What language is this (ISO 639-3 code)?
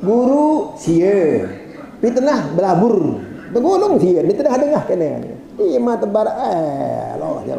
sas